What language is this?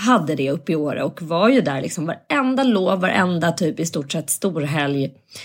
Swedish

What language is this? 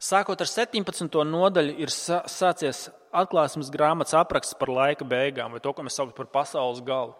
Latvian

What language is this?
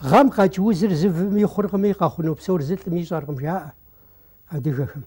Kabardian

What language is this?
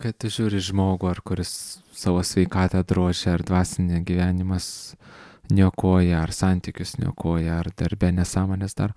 Lithuanian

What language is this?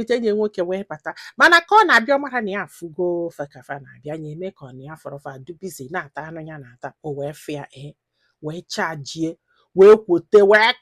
Igbo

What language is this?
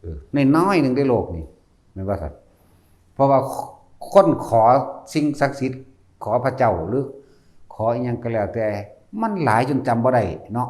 Northeastern Thai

